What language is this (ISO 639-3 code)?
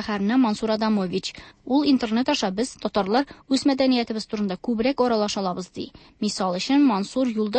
tat